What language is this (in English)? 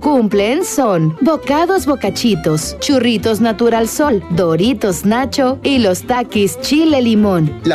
Spanish